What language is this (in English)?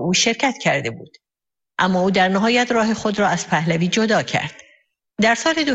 Persian